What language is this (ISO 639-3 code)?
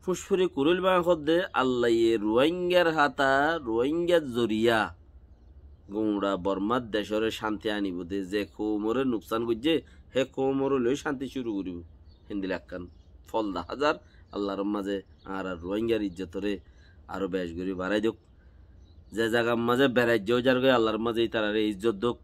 rhg